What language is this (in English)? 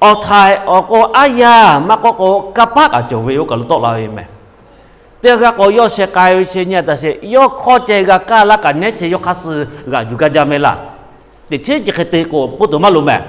Lahu